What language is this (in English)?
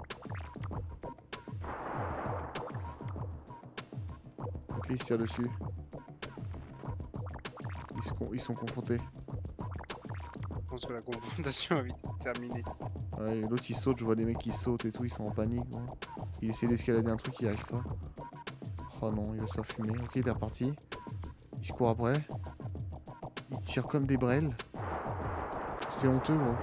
French